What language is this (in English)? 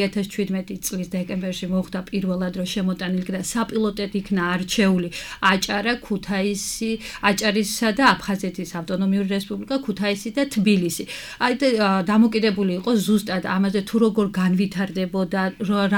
Georgian